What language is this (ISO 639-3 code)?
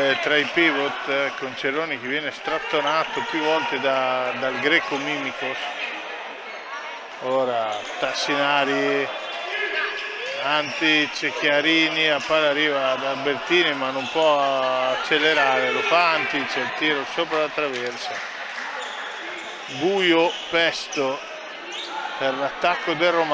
ita